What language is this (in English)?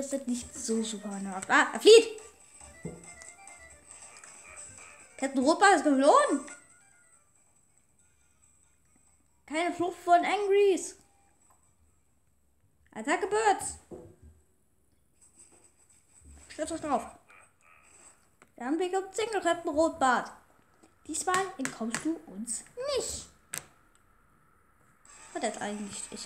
German